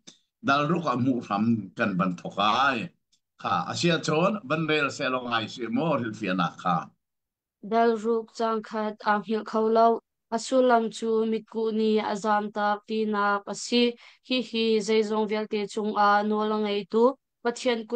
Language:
Hakha Chin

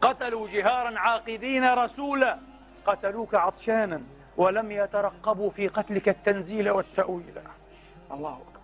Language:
Mesopotamian Arabic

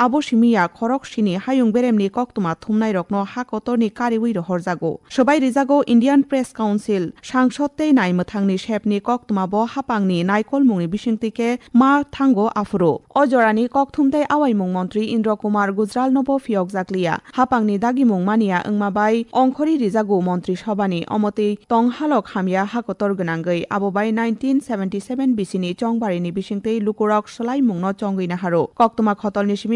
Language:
Kok Borok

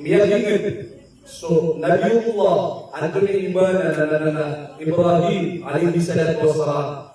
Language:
Maranao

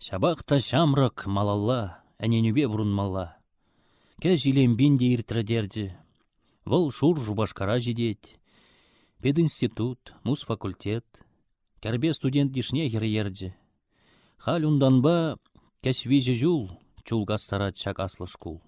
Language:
Chuvash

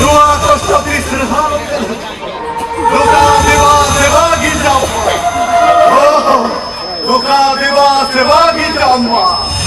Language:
Santali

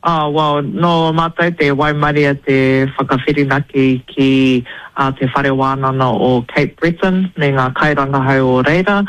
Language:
Māori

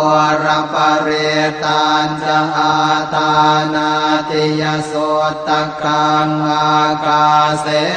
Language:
Pali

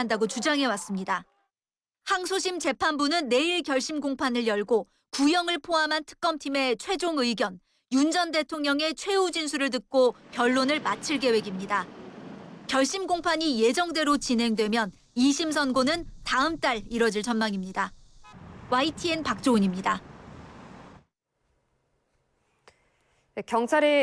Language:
Korean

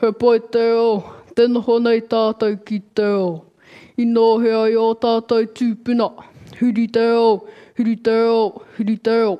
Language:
Māori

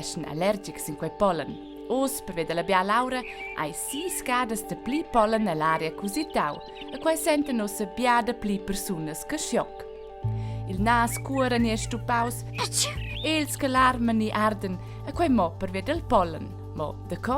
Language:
Romansh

